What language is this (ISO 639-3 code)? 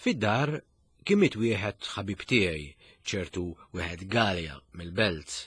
mlt